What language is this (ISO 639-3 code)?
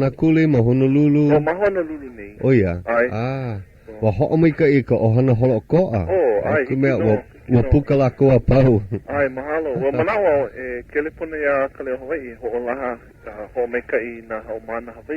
haw